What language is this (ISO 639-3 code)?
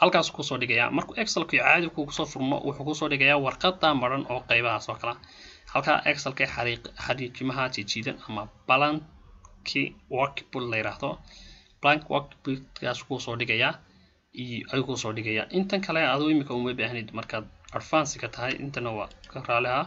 som